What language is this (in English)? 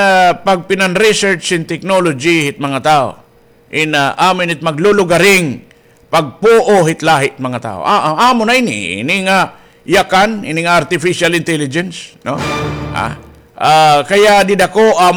Waray